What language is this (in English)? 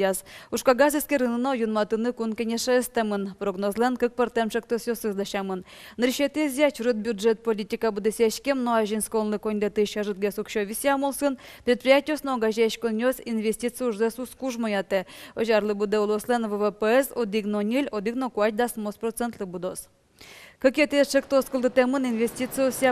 Udmurt